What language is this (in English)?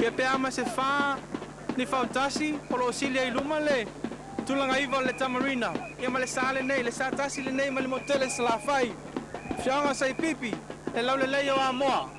Samoan